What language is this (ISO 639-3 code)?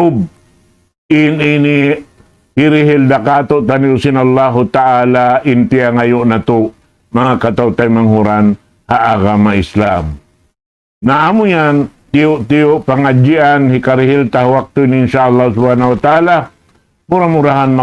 tsg